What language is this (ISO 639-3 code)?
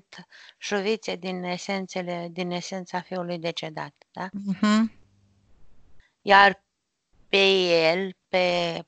ron